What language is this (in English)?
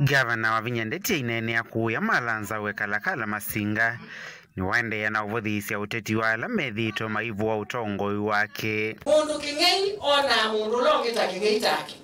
Kamba